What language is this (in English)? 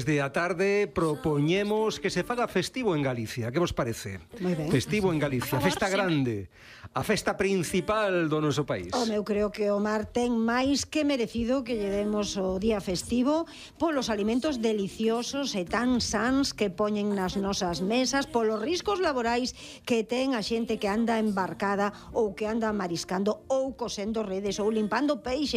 Galician